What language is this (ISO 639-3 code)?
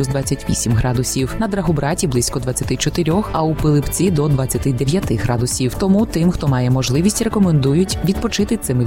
ukr